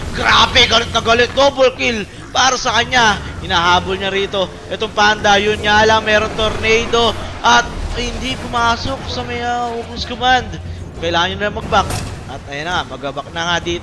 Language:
Filipino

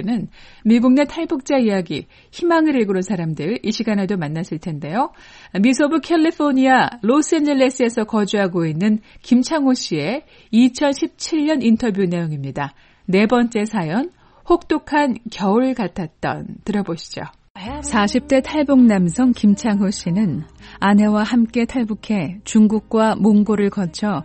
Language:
Korean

